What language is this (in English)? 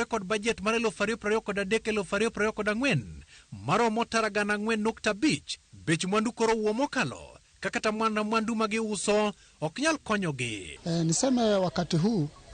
Luo (Kenya and Tanzania)